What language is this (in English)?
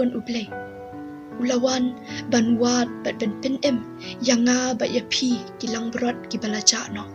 Khasi